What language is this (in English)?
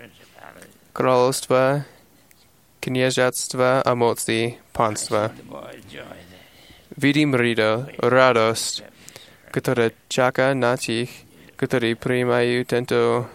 Slovak